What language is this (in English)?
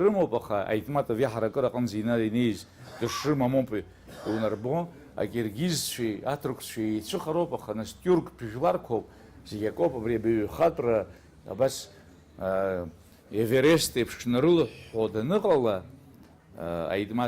Abkhazian